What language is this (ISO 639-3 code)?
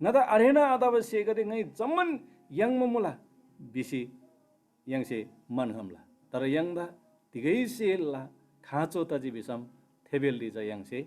taj